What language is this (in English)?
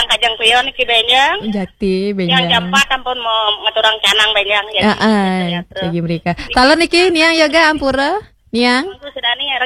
Balinese